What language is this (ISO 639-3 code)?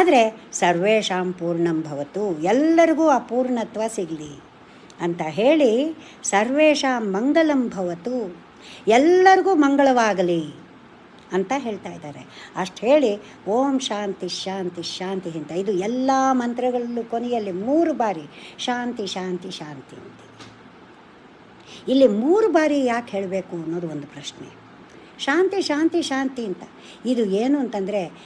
kan